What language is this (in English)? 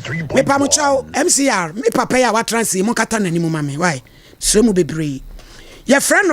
Akan